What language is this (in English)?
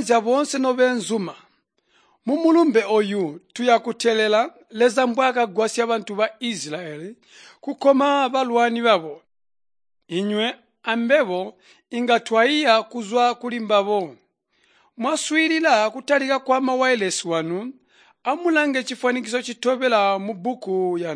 Tonga (Zambia)